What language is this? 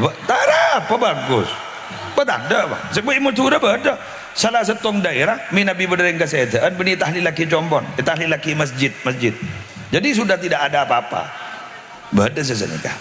Madurese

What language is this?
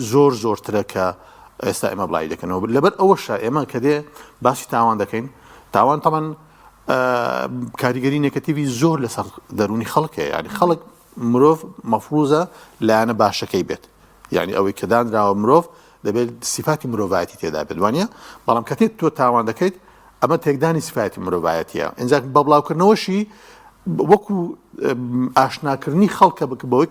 Central Kurdish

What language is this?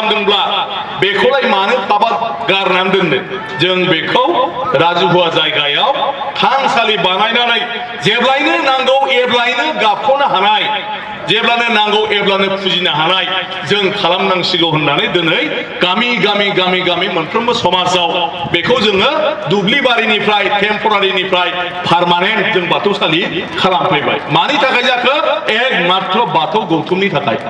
Bodo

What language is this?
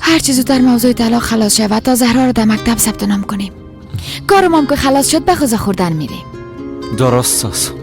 Persian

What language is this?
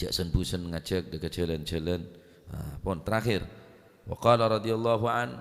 Madurese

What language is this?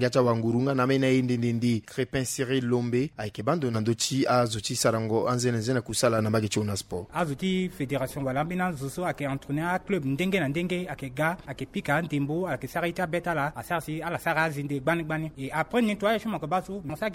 Sango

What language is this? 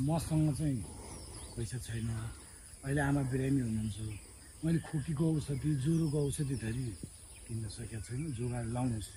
Nepali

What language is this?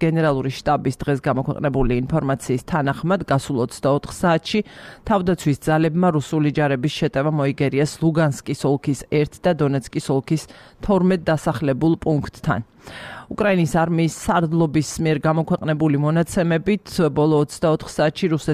Georgian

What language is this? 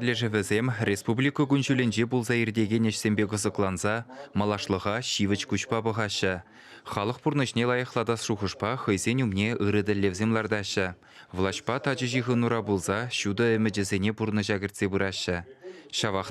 Chuvash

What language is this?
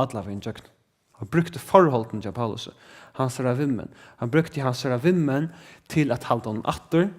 Faroese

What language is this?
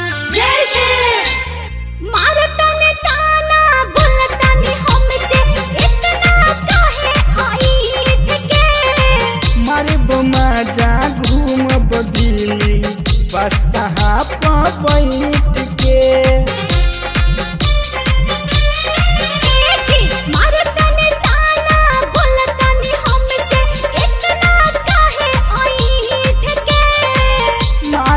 Bhojpuri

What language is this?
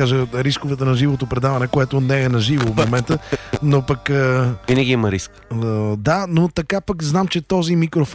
Bulgarian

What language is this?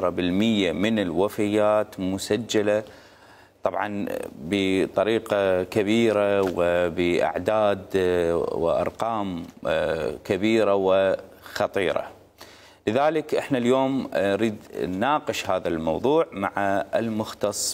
Mesopotamian Arabic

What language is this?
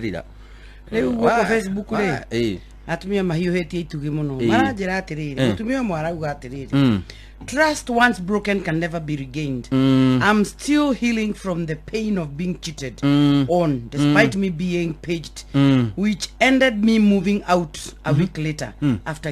Kikuyu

